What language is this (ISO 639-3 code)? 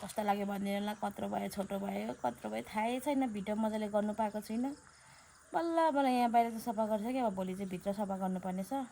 nep